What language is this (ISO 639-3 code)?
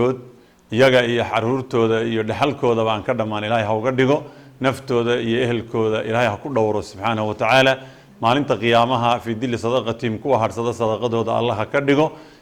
som